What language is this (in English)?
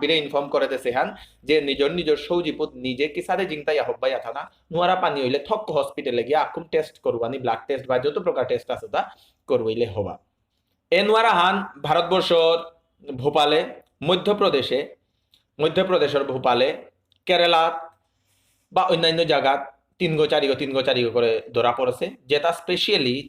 Bishnupriya